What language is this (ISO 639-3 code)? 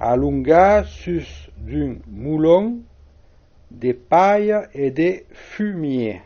oci